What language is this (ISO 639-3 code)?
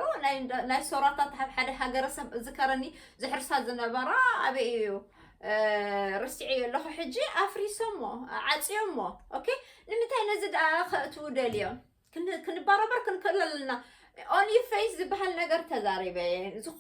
tir